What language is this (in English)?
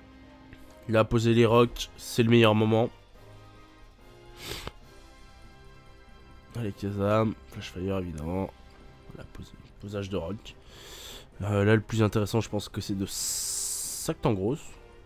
French